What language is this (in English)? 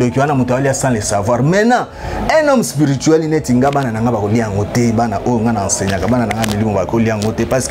Lingala